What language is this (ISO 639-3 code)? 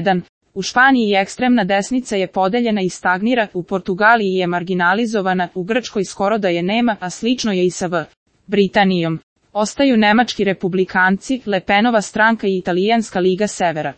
srp